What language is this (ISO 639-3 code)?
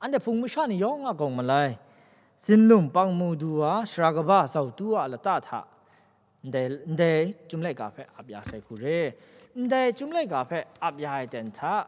kac